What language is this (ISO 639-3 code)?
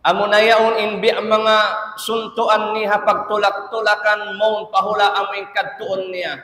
tsg